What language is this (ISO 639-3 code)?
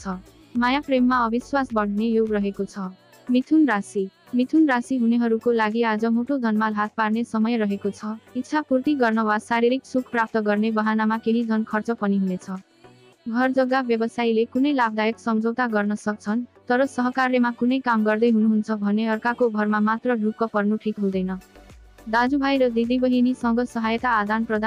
nep